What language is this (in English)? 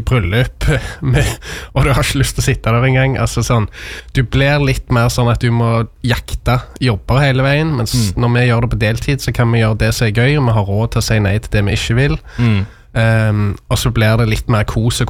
Norwegian